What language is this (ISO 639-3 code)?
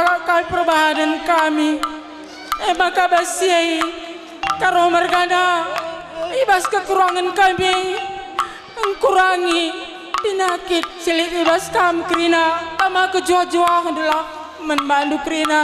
btx